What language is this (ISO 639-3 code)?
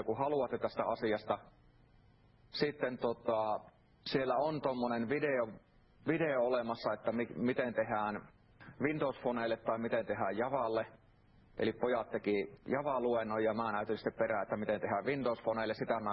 fin